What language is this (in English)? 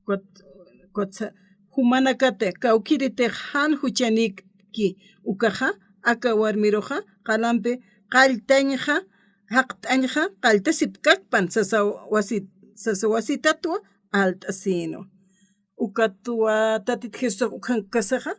Aymara